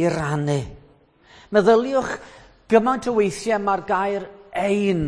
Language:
Welsh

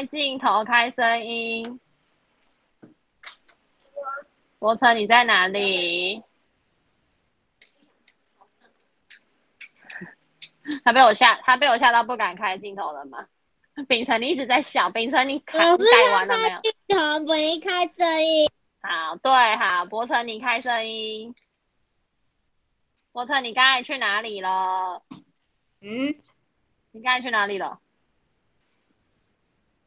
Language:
Chinese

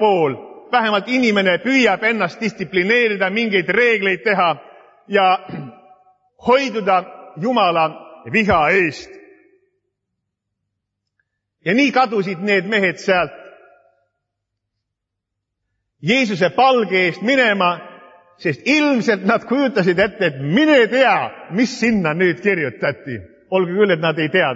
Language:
Estonian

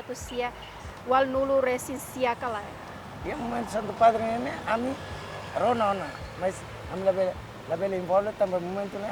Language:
Tetum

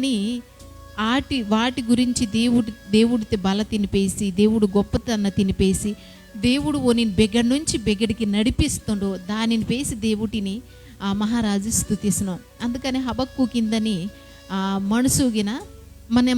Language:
Koya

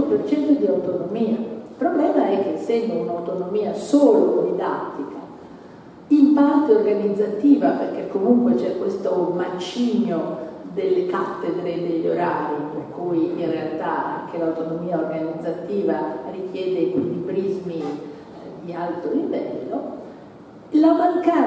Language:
Italian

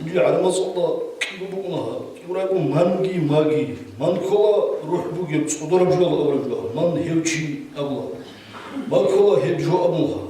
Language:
Avaric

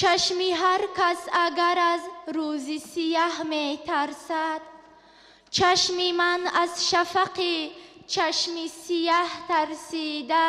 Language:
Tajik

